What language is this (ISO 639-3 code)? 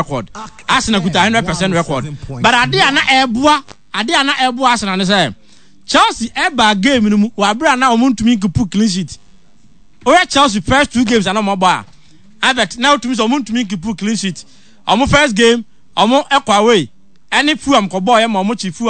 aka